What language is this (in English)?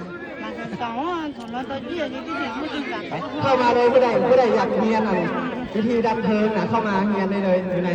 Lao